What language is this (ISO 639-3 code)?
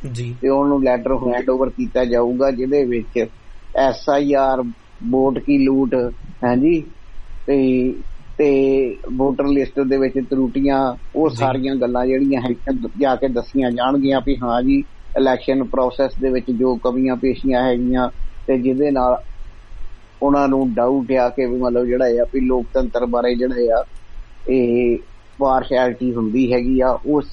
pan